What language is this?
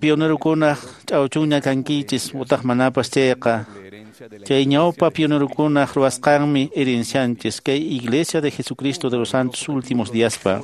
Quechua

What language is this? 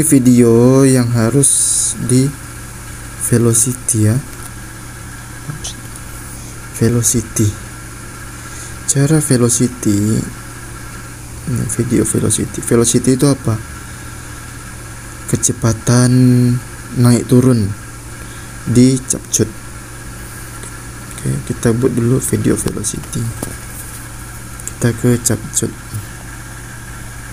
Indonesian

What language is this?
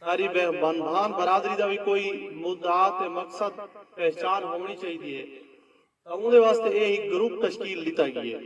Saraiki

